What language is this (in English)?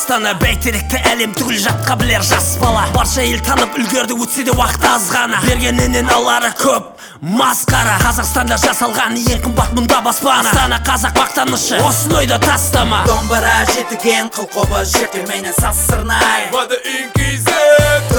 Kazakh